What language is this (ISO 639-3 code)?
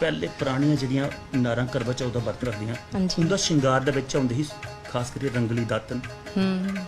doi